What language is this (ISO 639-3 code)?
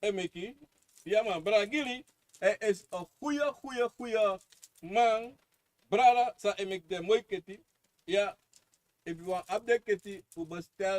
srn